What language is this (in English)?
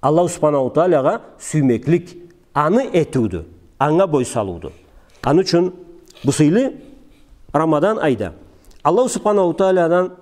Karachay-Balkar